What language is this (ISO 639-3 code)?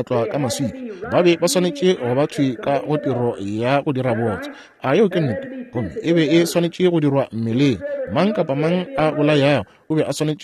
nso